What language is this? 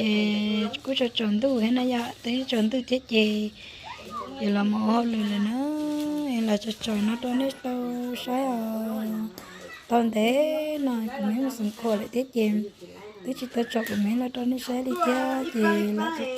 Hmong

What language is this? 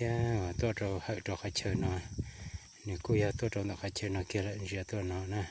Hmong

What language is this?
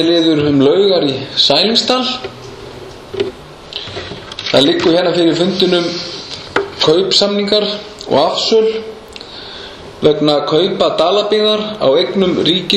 Icelandic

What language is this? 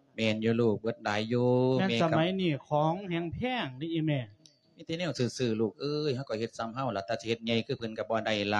Lao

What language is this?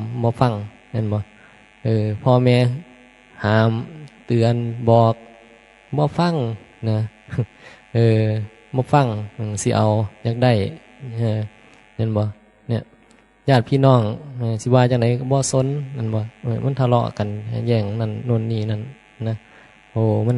Northeastern Thai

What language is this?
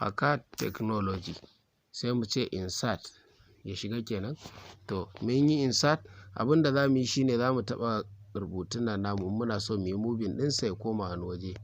Hausa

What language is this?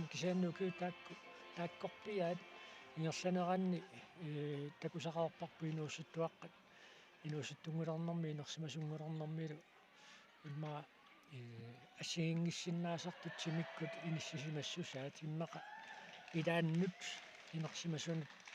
Kalaallisut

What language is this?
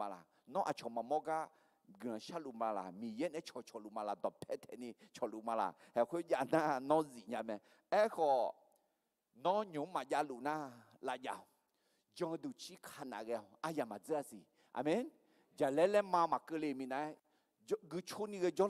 Akha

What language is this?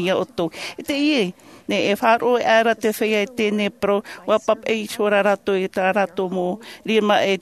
Tahitian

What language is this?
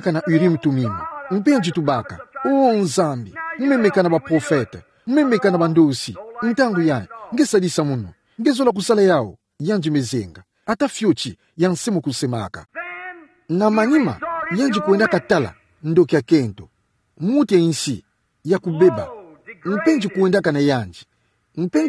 Kituba (Democratic Republic of Congo)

